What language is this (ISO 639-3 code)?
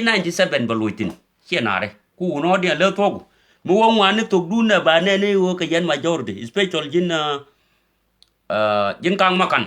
nus